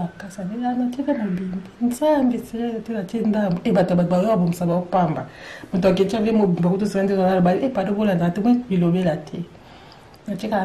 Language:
Lingala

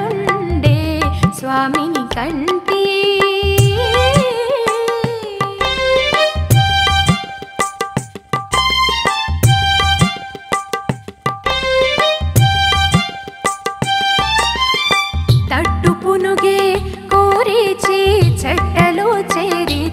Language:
Telugu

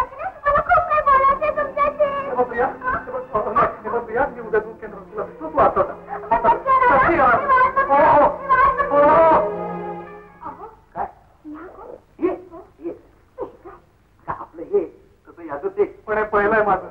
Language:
Marathi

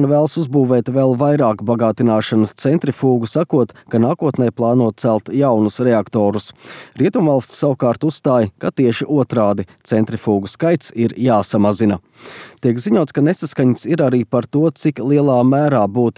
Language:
Latvian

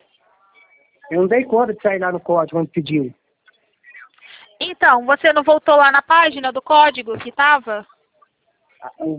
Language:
Portuguese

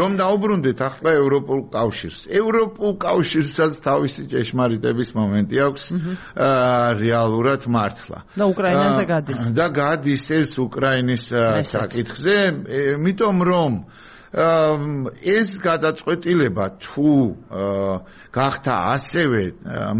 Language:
Georgian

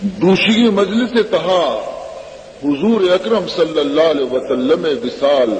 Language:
Baluchi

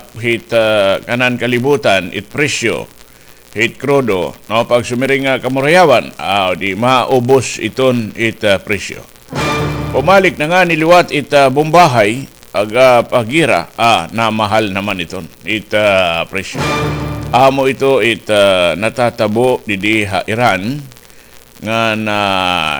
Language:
Waray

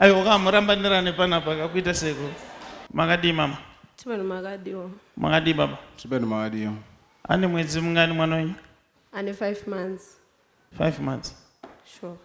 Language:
Shona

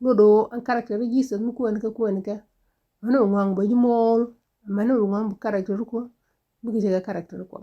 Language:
Nuer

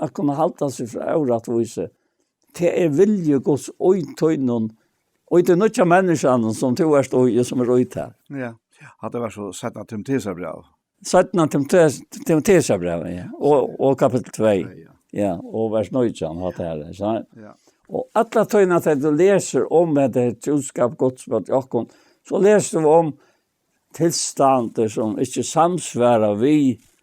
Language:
Faroese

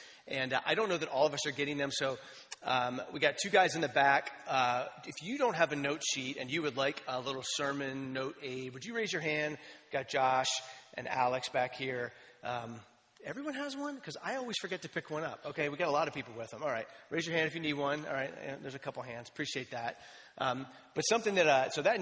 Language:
English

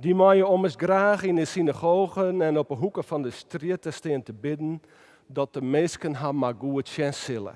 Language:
Western Frisian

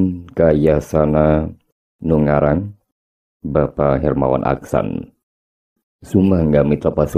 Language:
Sundanese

